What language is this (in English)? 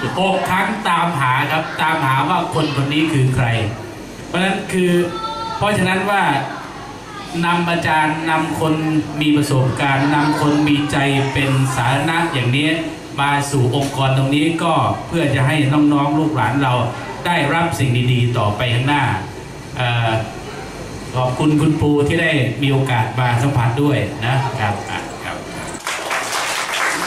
Thai